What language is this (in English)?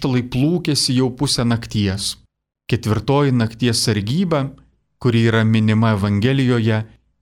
Lithuanian